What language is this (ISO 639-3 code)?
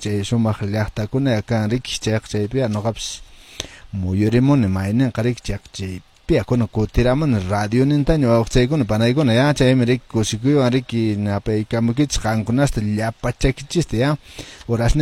que